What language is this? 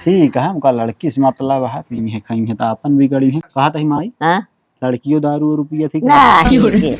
Awadhi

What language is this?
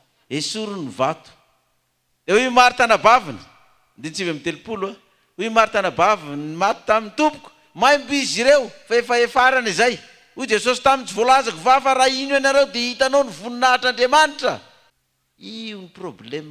Malagasy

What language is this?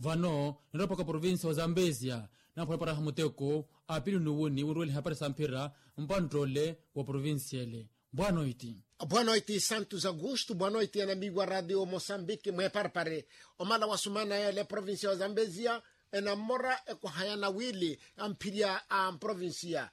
Makhuwa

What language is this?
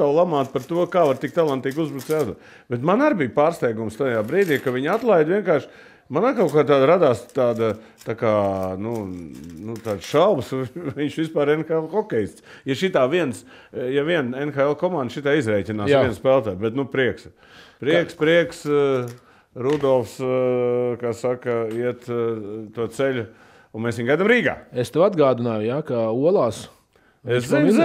Latvian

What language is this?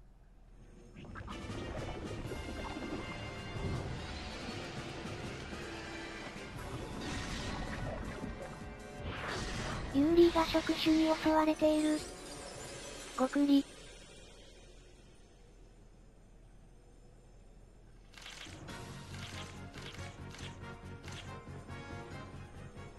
Japanese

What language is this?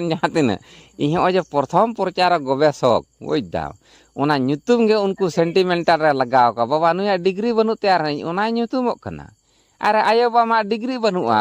Santali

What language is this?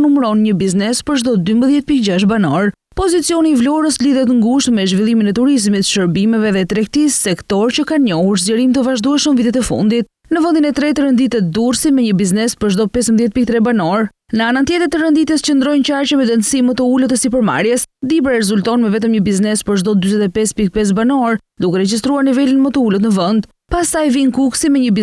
Albanian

